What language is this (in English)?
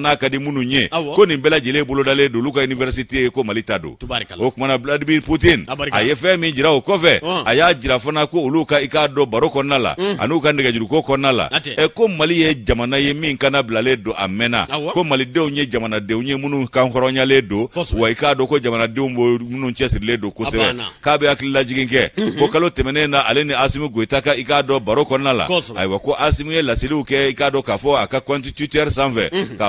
Bambara